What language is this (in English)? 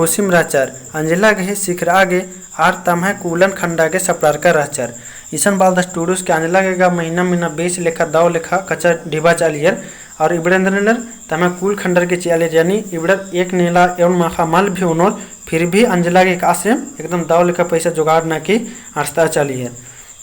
Kurukh